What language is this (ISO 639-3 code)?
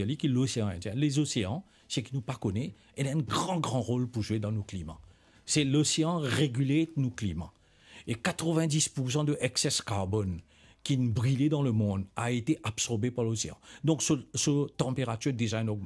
mfe